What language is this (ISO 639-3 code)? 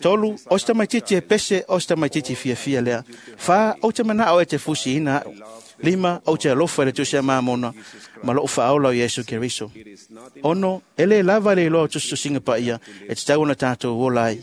smo